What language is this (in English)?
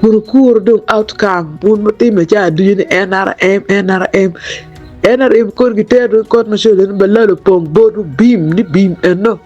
Acoli